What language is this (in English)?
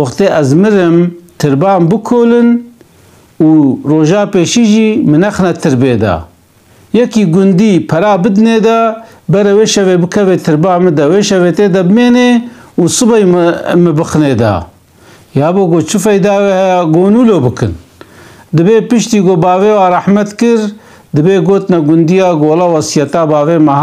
Kurdish